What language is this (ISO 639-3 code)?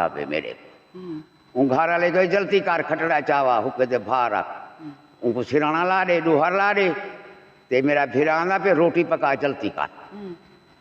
skr